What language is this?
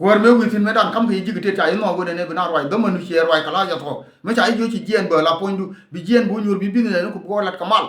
Nuer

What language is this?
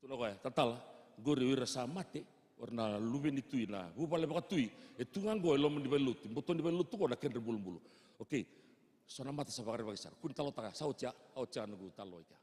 Fijian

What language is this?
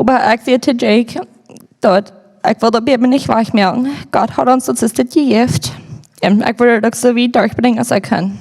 Plautdietsch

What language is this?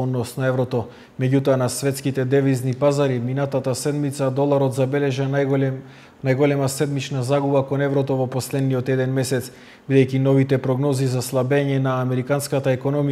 Macedonian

